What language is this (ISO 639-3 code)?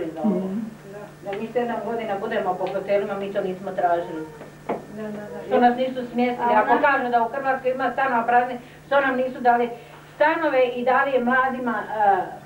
hrv